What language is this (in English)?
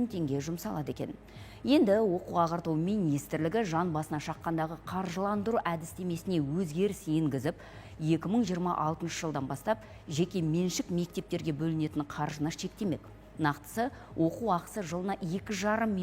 Kazakh